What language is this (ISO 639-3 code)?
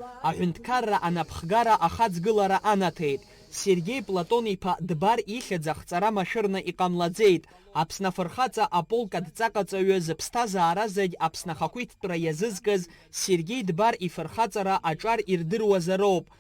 abk